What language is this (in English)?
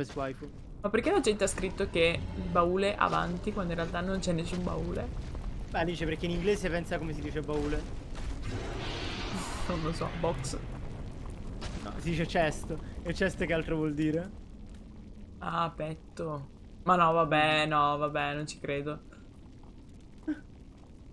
Italian